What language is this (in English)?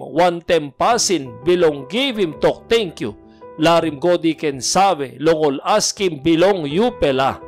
Tok Pisin